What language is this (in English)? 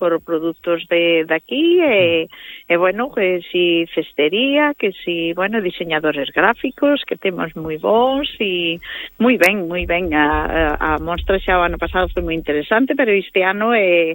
Galician